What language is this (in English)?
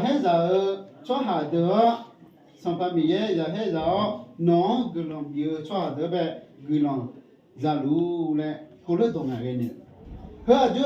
Akha